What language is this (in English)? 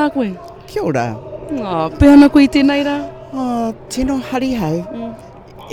Māori